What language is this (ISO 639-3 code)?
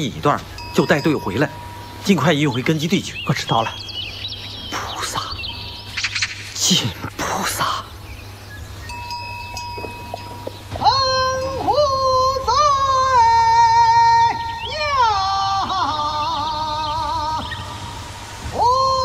zho